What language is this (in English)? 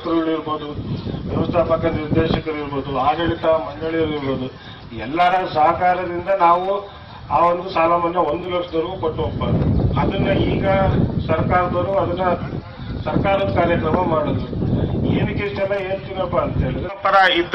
Kannada